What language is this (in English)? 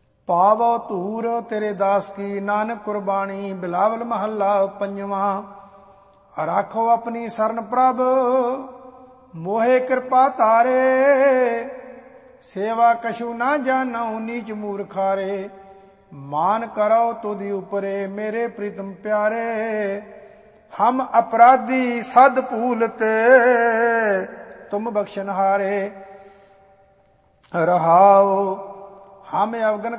Punjabi